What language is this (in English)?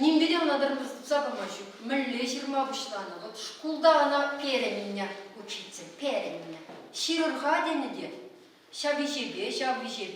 Chuvash